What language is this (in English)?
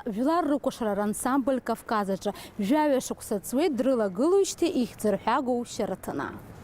Abkhazian